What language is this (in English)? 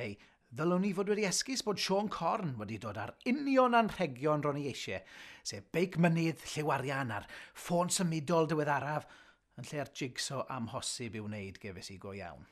Welsh